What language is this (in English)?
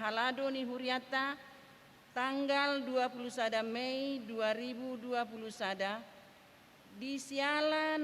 Batak Toba